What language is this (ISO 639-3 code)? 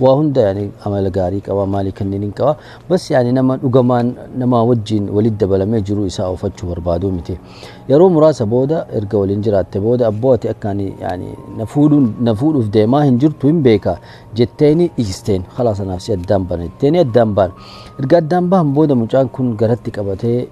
orm